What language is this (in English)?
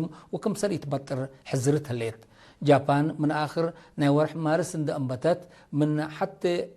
Tigre